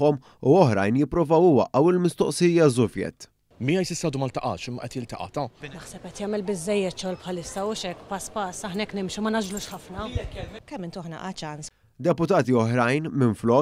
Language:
Maltese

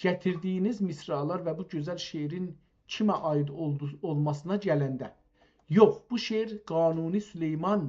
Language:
South Azerbaijani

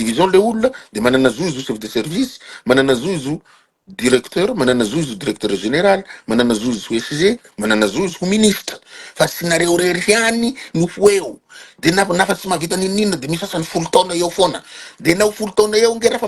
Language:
Malagasy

